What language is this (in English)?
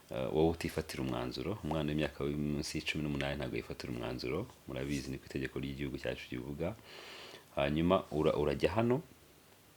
Kinyarwanda